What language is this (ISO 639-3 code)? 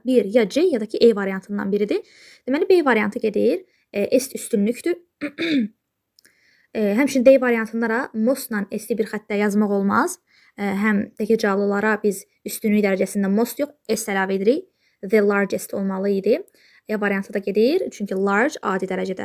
aze